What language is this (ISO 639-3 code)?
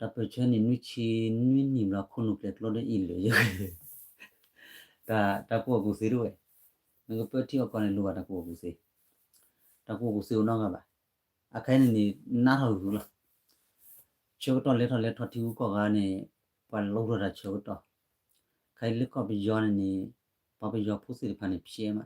ksw